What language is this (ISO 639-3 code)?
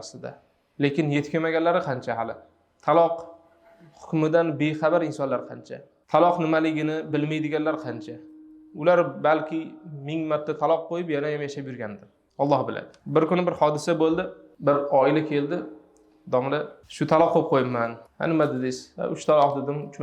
uzb